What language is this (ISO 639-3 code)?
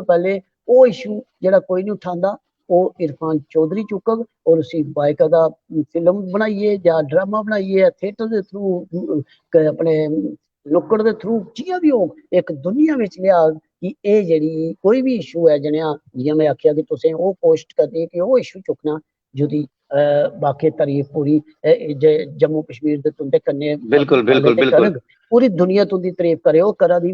doi